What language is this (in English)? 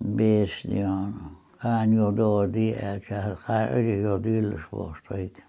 Chechen